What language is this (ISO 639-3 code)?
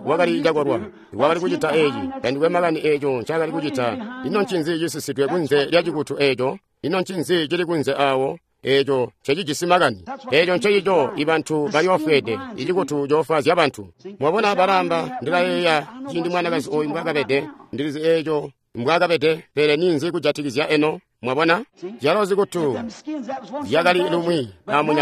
toi